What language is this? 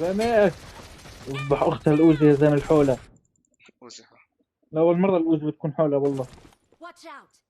North Levantine Arabic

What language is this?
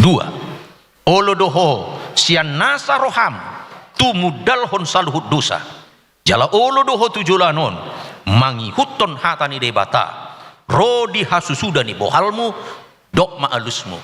Batak Toba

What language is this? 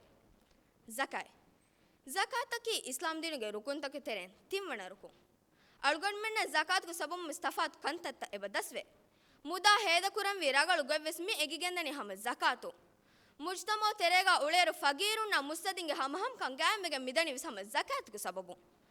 Divehi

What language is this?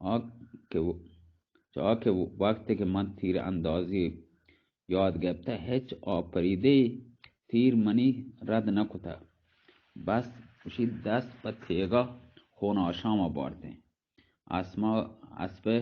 Baluchi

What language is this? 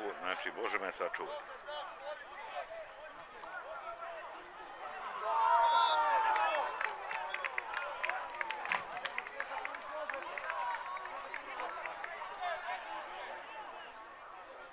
Serbian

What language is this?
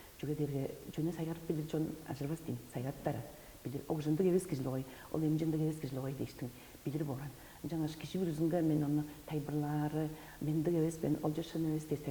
Tuvinian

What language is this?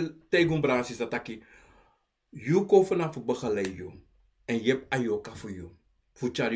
Sranan Tongo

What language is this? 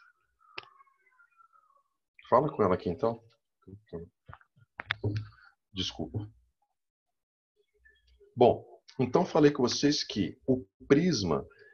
Portuguese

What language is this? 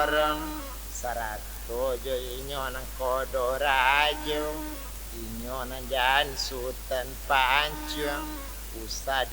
Minangkabau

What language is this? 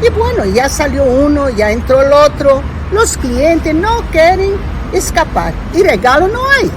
Ladino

